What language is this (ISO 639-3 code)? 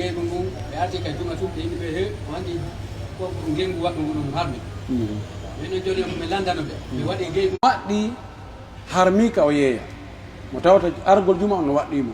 fuf